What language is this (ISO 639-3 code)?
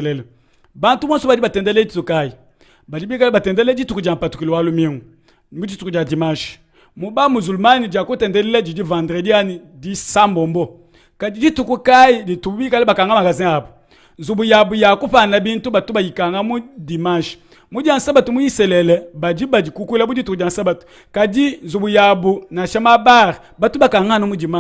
lua